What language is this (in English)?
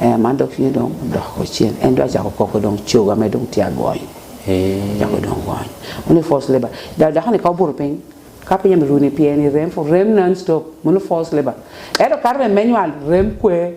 Lango (Uganda)